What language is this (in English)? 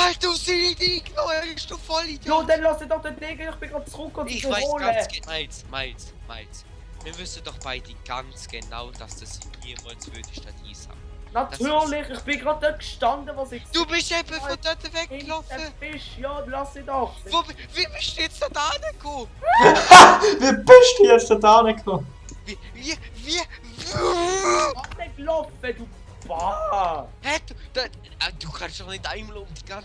Swiss German